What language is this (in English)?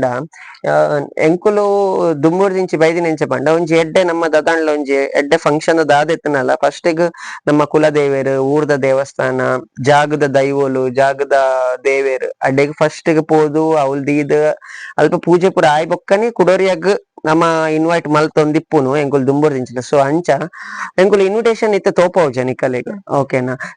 Tulu